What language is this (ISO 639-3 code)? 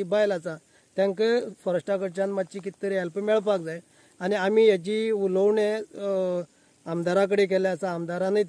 kok